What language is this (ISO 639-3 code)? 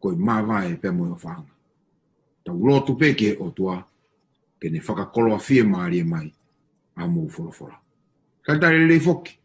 ton